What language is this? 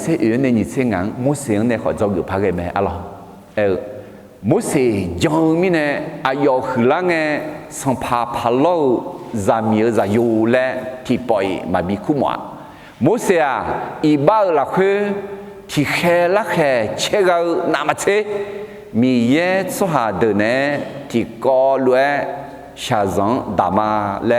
Akha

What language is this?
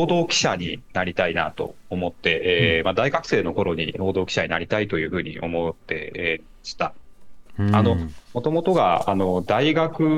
Japanese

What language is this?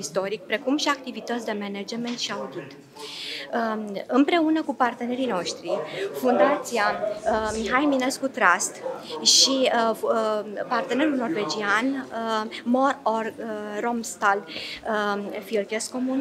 Romanian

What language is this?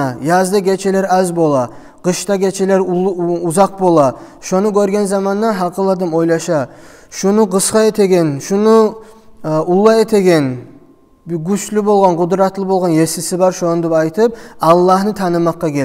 Kumyk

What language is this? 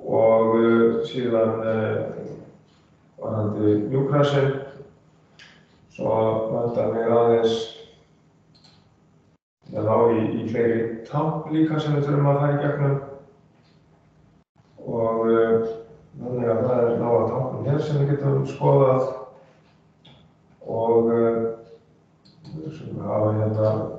Icelandic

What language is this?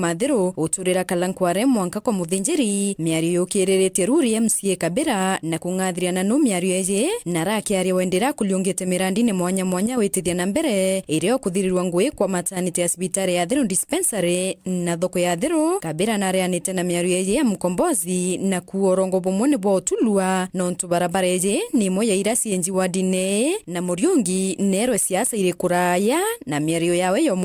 Meru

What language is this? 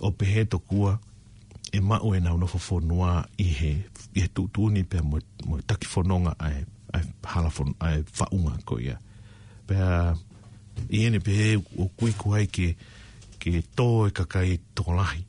Tongan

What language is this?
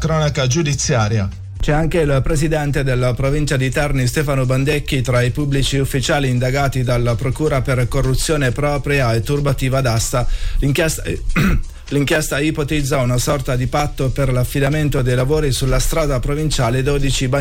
Italian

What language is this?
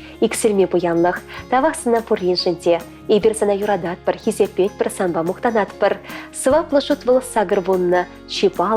Chuvash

